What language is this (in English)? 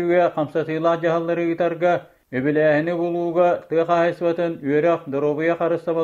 Yakut